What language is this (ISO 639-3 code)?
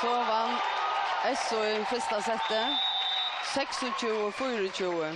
fao